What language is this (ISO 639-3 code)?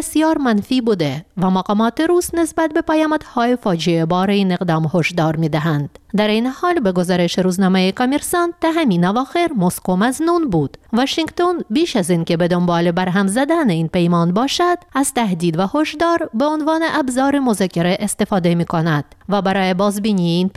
fas